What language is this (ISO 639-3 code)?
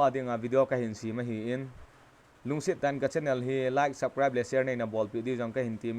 tcz